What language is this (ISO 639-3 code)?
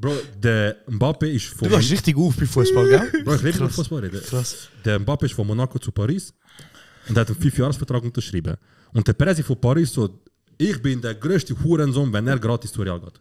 gsw